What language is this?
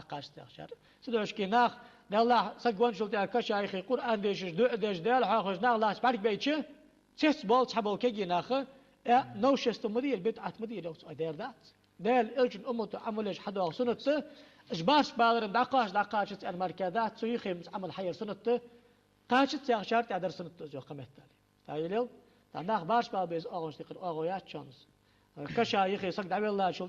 Ingush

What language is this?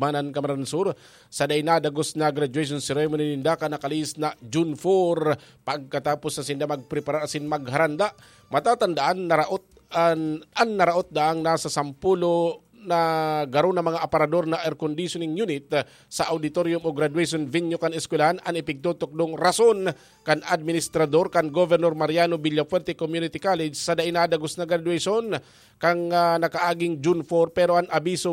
Bikol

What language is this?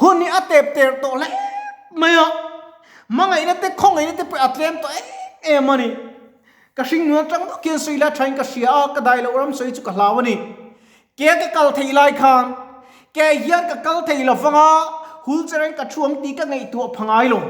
Mizo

